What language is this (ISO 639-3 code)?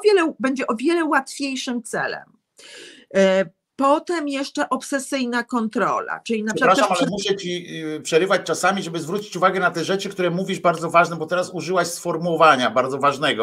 pol